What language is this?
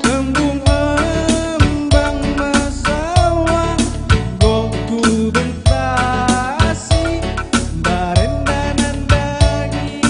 Batak Karo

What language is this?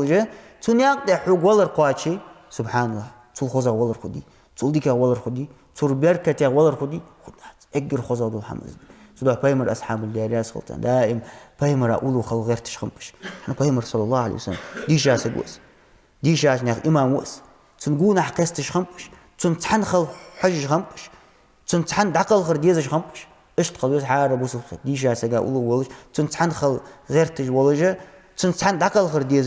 Ingush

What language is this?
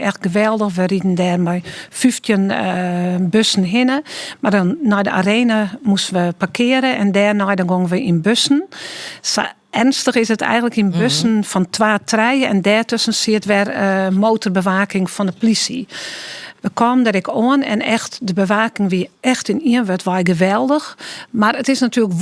Western Frisian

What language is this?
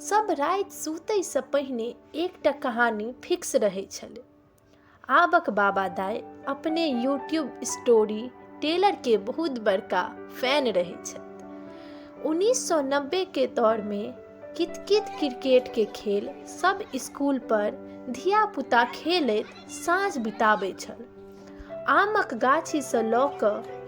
Maithili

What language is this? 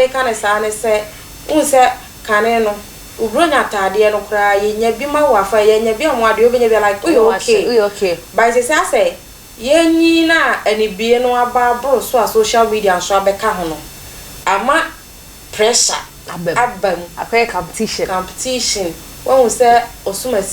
Akan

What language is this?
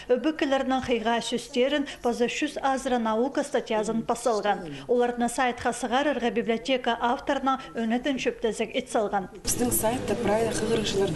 Khakas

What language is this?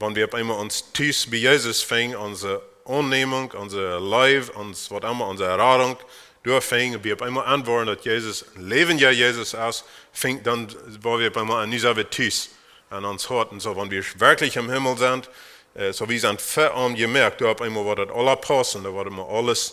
Plautdietsch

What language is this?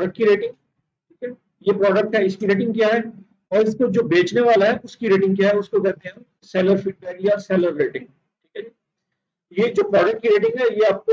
Hindi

